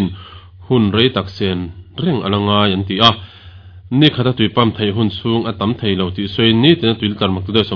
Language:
Mizo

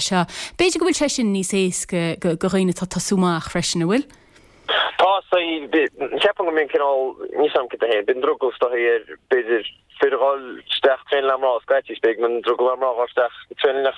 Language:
Irish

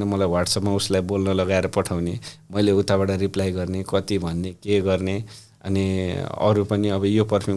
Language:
Nepali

